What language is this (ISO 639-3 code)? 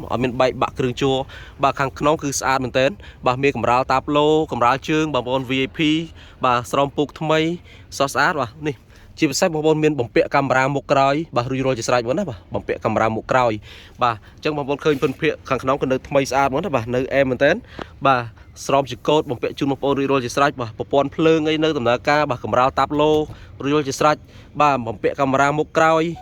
khm